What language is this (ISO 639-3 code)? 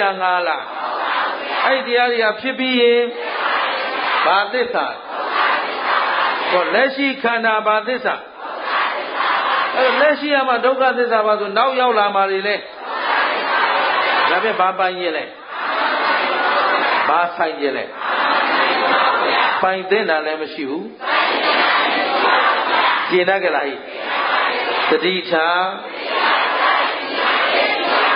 mya